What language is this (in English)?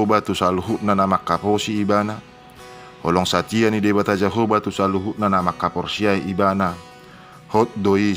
Batak Toba